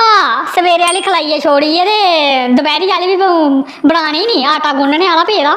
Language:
Dogri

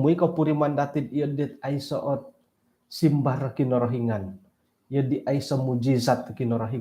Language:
Central Dusun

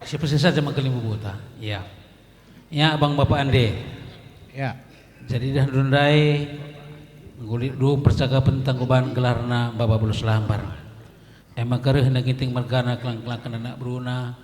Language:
Batak Karo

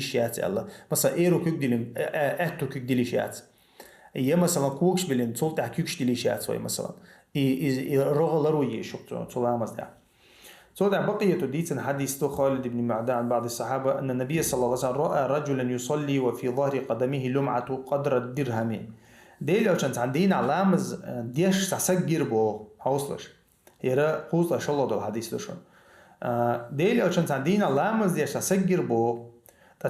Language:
Chechen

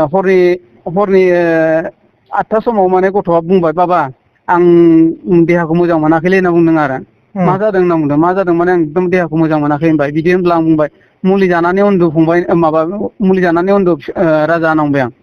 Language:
Bodo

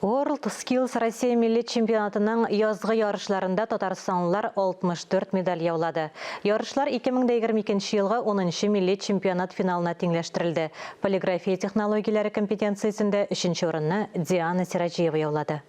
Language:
Tatar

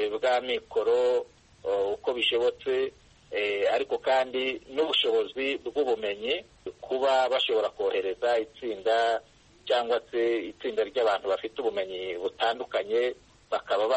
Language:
Kinyarwanda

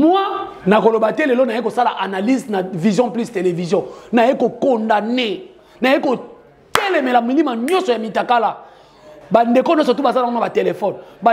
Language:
Lingala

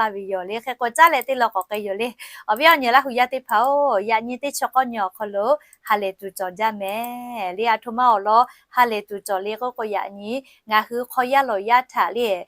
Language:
Lahu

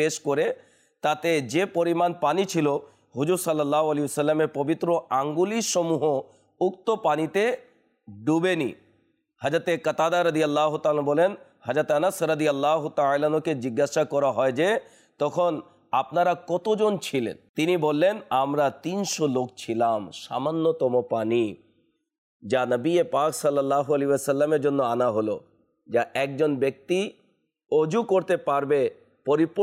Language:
Bangla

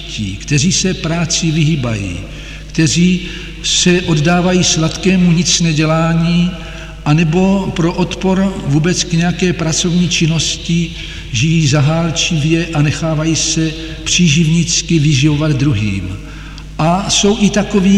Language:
Czech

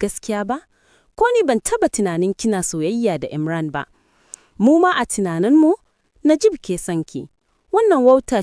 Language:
Hausa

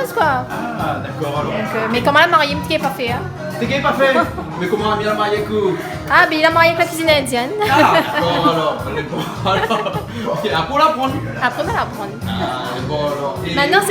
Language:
Réunion Creole French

